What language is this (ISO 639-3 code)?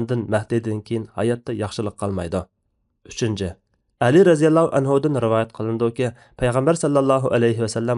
uig